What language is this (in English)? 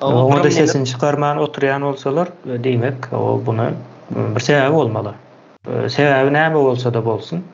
Turkmen